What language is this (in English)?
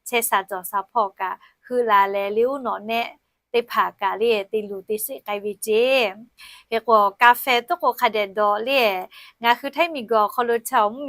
Lahu